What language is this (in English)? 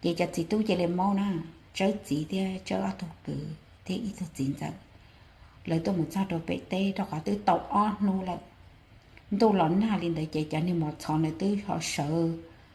Hmong